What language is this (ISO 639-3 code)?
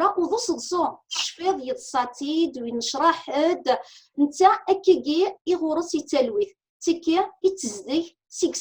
kab